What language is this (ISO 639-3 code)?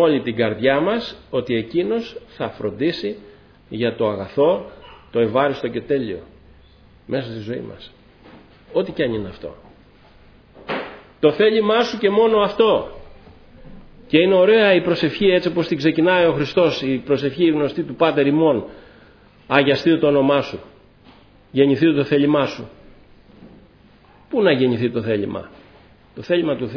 ell